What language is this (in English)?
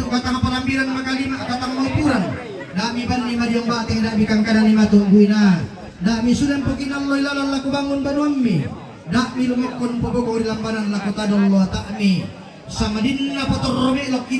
Toraja-Sa'dan